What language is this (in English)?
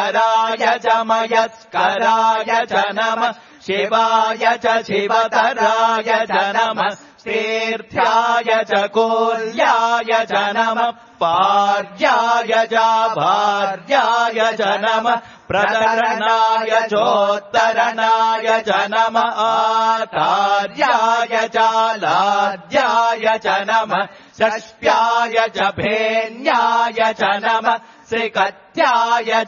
Sanskrit